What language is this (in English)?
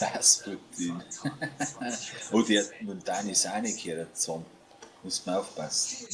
Bavarian